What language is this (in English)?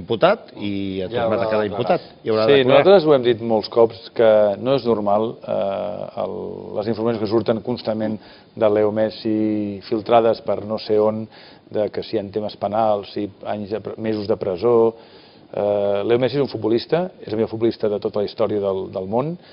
Catalan